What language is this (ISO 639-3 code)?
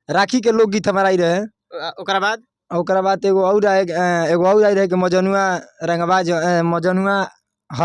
bho